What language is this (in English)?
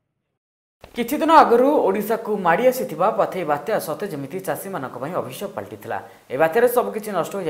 Odia